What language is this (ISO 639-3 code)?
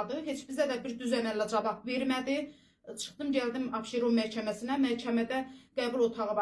aze